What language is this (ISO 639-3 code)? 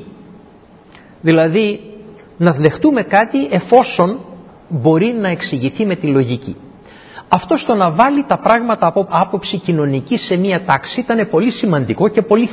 ell